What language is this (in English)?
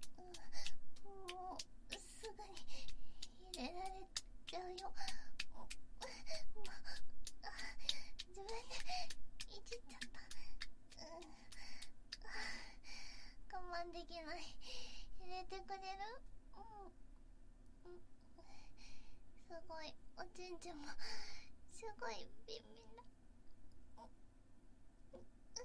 Japanese